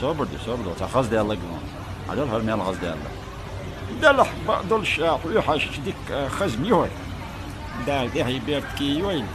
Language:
Chechen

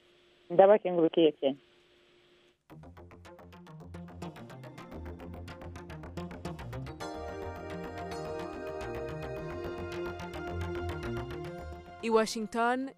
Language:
Kinyarwanda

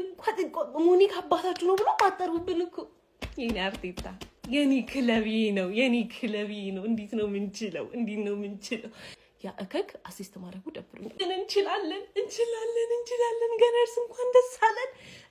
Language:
Amharic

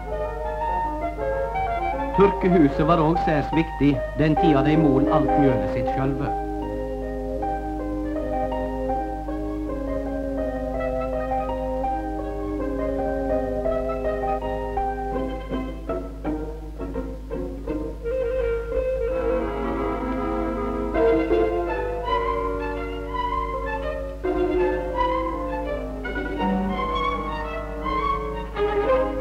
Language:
Norwegian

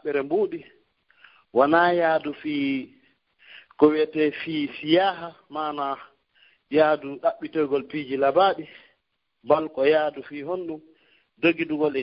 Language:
Fula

